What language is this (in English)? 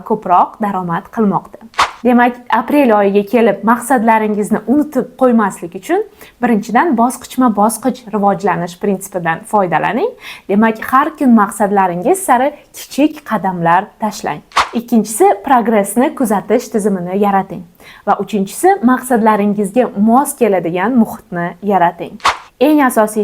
Uzbek